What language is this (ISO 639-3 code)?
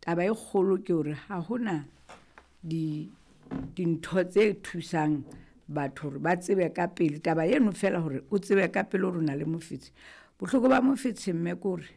sot